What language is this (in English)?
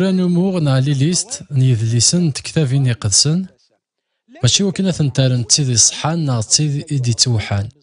Kabyle